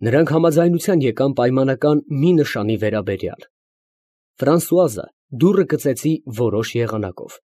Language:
Armenian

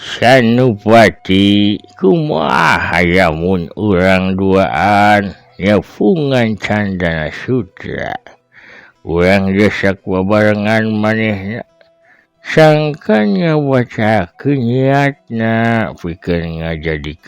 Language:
Sundanese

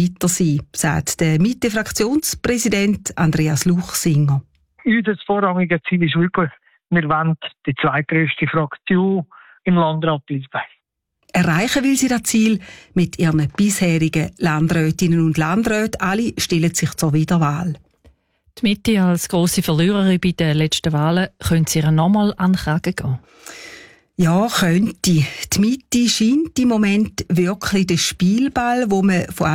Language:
German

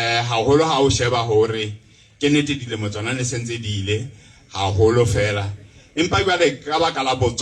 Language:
Southern Sotho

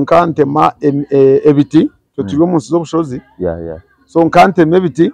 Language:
Nyankole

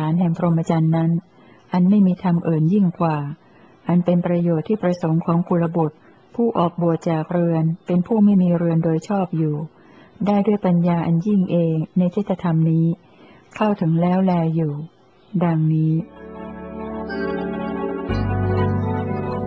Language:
Thai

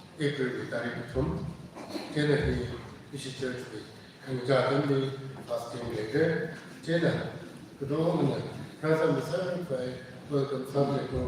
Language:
Tangkhul Naga (India)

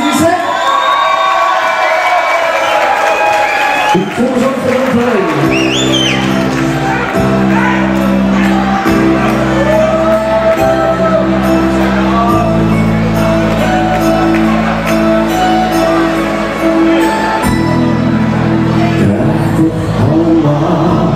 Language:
Dutch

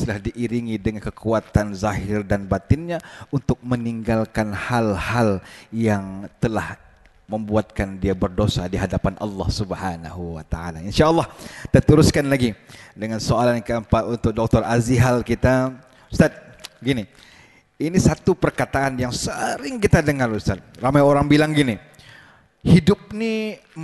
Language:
Malay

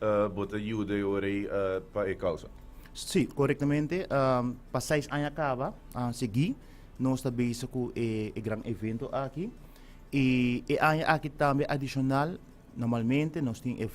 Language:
Papiamento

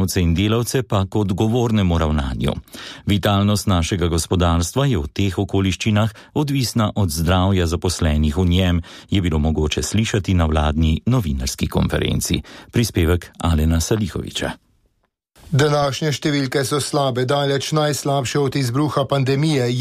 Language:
Slovenian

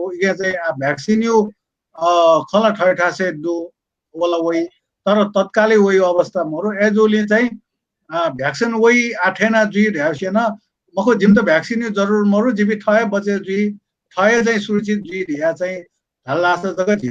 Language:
Newari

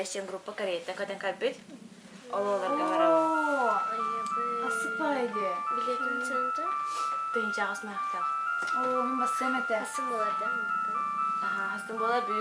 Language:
Yakut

